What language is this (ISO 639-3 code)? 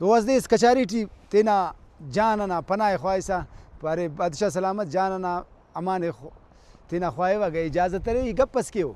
brh